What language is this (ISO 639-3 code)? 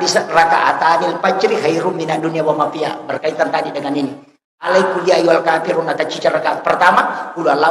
bug